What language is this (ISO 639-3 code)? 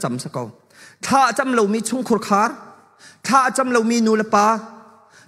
cnh